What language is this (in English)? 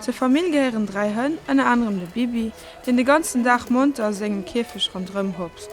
Luxembourgish